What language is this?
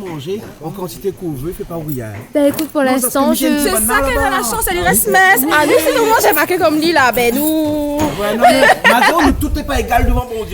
Réunion Creole French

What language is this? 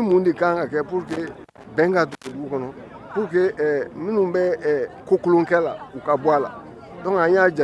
Bambara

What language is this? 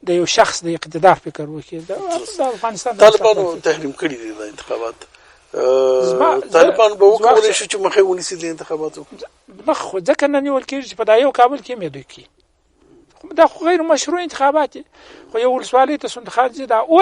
Pashto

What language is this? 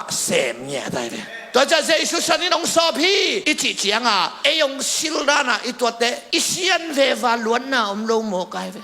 Tedim Chin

